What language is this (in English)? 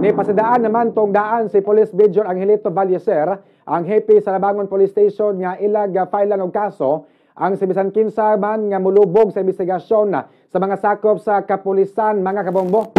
Cebuano